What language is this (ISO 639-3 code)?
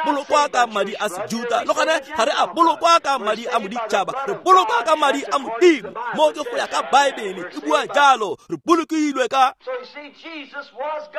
tsn